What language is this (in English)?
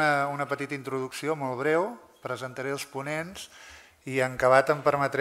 Catalan